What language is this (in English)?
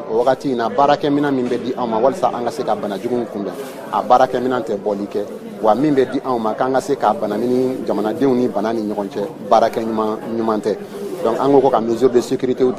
Bambara